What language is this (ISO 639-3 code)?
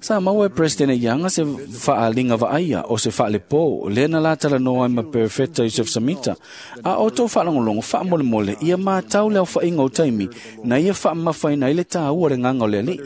smo